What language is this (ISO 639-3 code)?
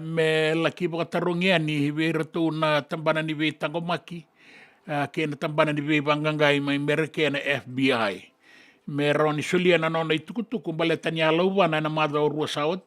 fij